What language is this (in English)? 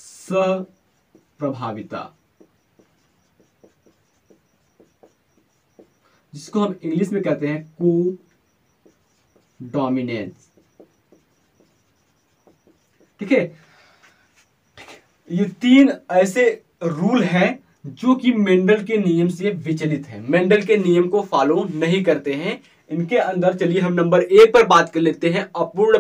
Hindi